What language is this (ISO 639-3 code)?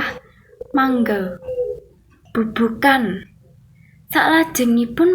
jav